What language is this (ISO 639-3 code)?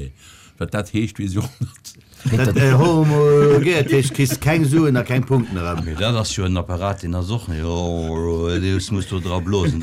ltz